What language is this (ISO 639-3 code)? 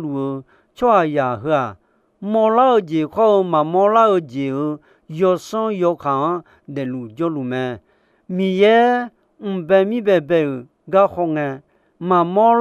ahk